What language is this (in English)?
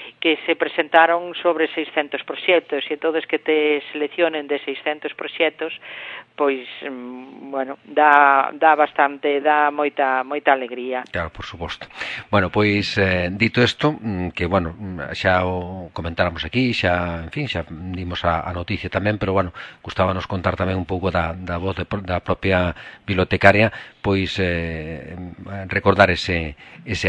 Galician